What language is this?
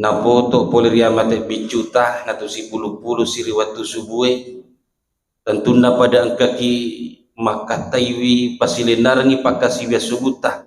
Buginese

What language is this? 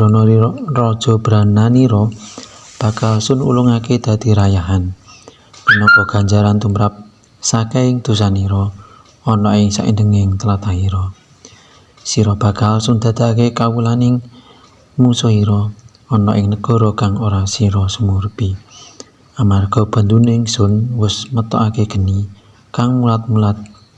Javanese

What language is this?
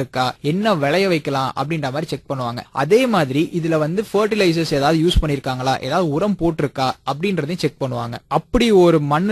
Tamil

